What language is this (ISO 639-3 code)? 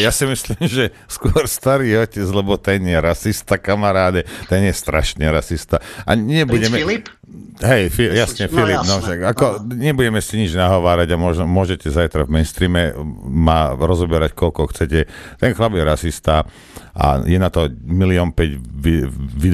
slk